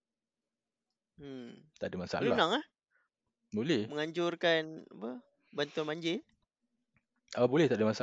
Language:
Malay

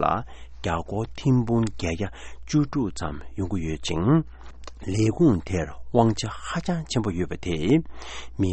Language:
Tibetan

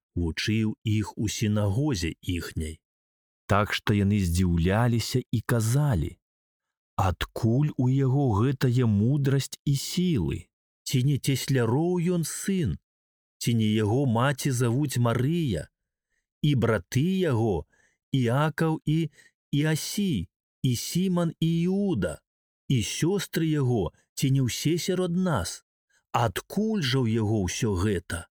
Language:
Belarusian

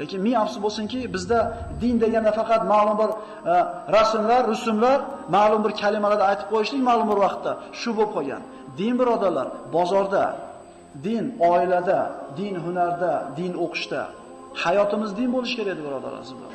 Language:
Uzbek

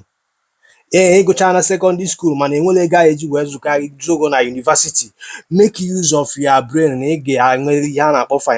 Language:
Igbo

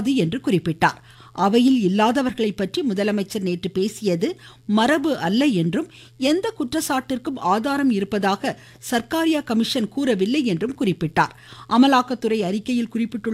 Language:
Tamil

